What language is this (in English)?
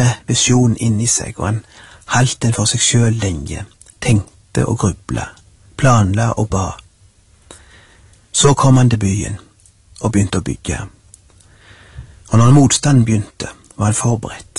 Norwegian